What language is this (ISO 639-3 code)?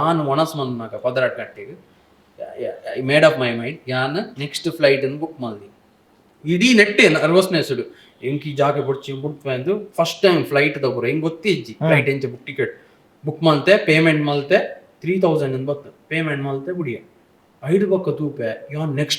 tcy